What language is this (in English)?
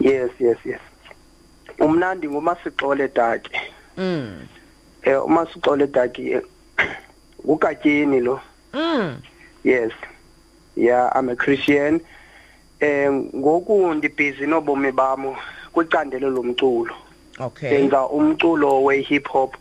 Xhosa